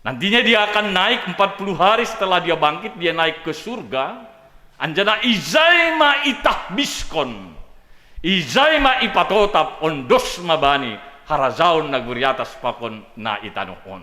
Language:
Batak Simalungun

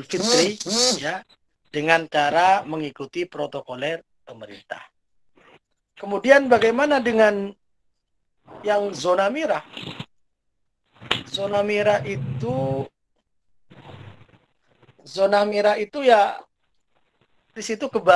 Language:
Indonesian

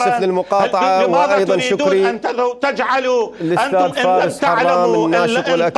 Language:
Mesopotamian Arabic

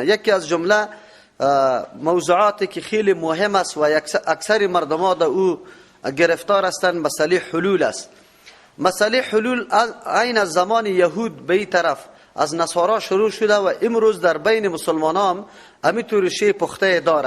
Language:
Persian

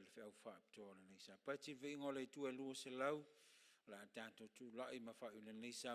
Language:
Samoan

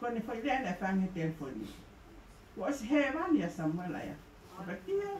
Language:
Tongan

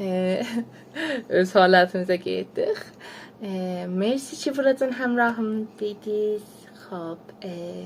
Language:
South Azerbaijani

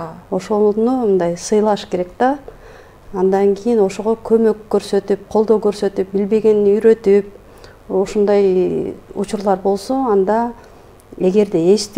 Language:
Kyrgyz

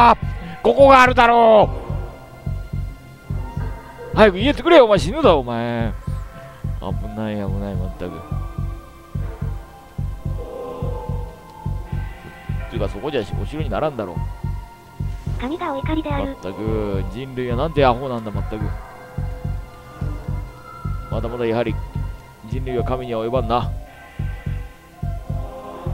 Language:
Japanese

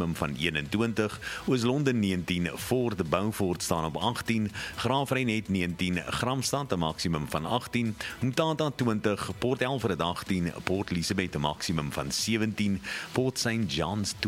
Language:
Afrikaans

